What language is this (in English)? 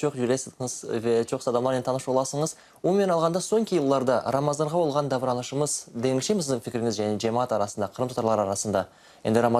Crimean Tatar